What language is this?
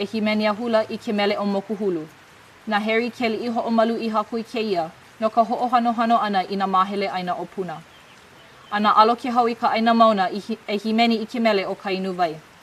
Hawaiian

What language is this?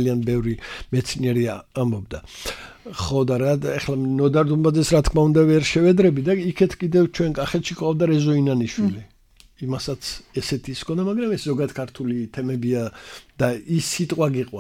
Georgian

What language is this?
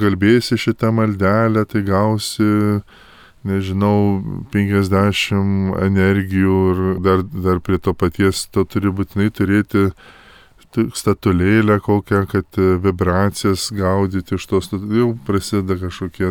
Lithuanian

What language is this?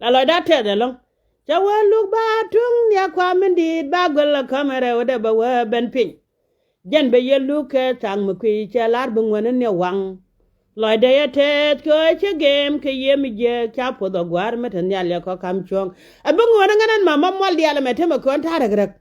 Nuer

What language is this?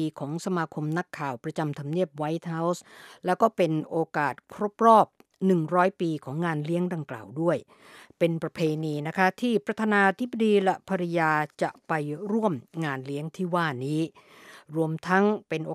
Thai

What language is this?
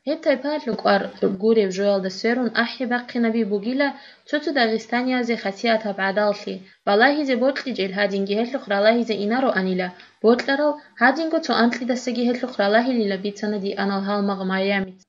Avaric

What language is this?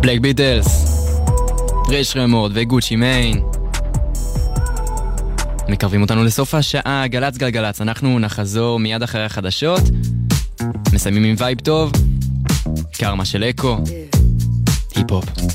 Hebrew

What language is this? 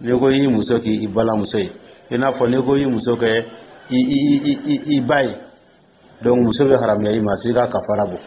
Dyula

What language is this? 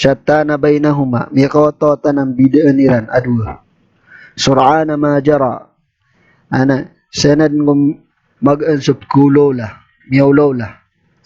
Maranao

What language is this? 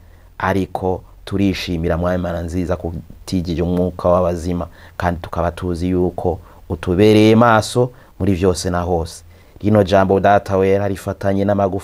Rundi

